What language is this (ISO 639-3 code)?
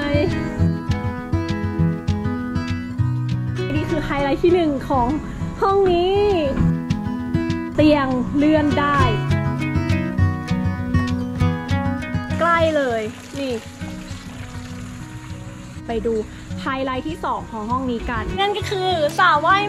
tha